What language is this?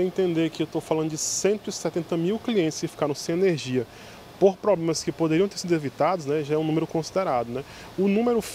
Portuguese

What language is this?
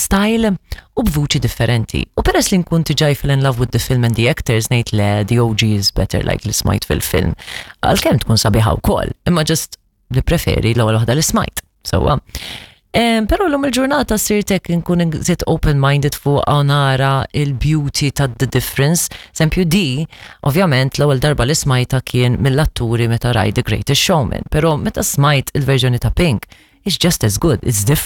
Maltese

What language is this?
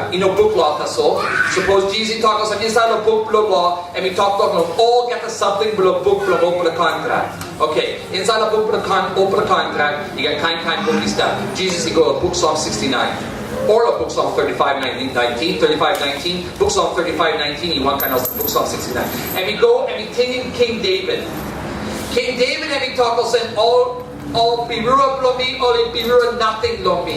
Tok Pisin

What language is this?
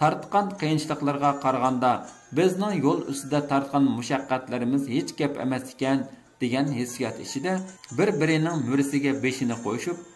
Uyghur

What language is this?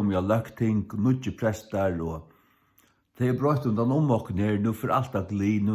Faroese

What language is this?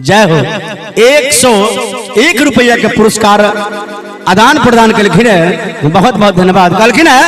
Maithili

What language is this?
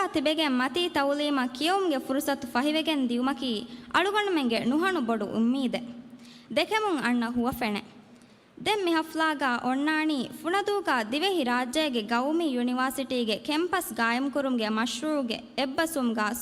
Divehi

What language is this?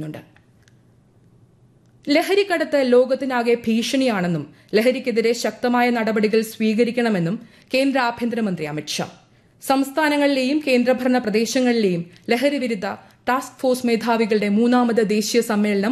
Malayalam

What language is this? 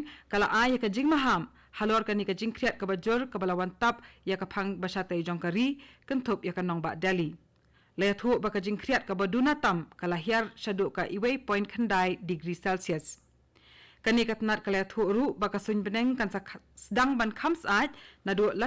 Khasi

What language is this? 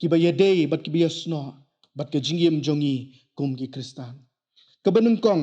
Khasi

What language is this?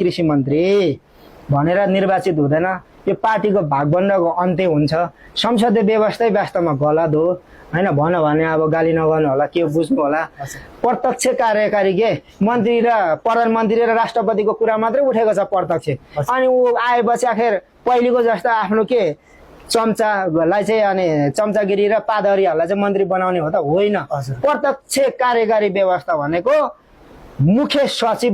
Nepali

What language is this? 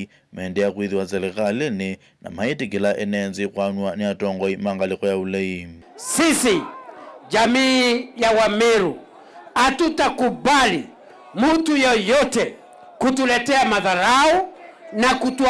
Kamba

